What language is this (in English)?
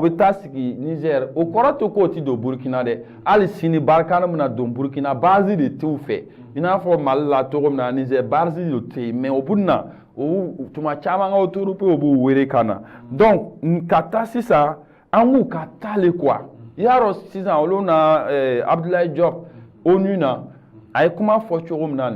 Bambara